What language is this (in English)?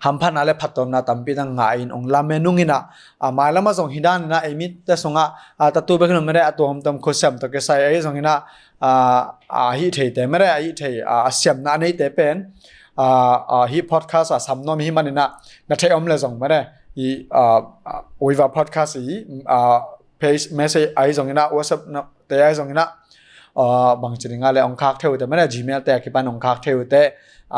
Tedim Chin